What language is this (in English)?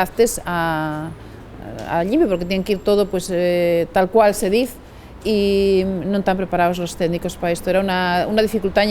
Asturian